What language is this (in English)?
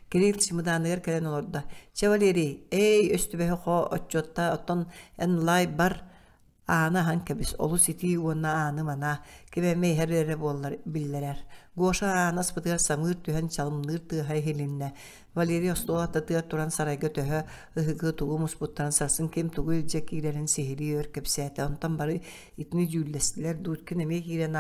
Yakut